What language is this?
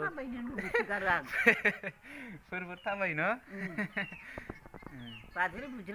Bodo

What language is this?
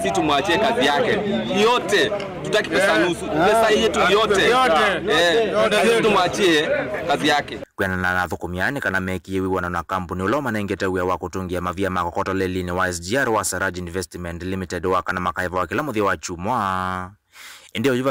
Kamba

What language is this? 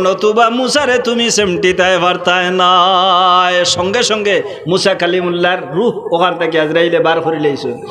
Sylheti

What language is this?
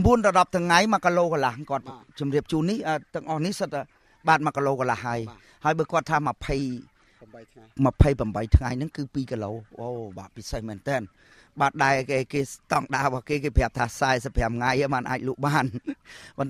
Khmer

